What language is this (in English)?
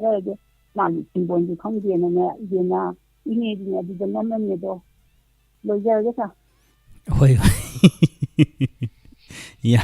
Manipuri